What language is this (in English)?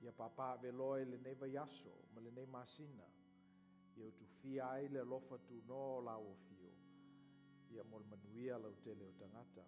Samoan